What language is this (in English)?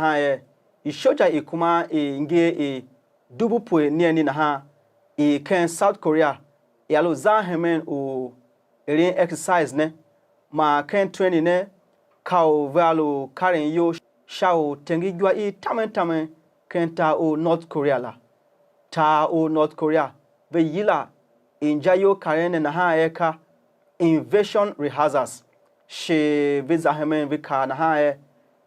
Tiv